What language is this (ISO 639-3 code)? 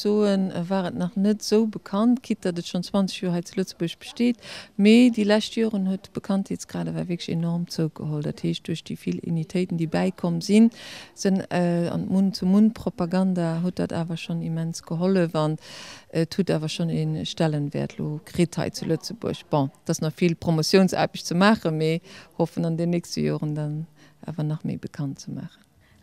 ltz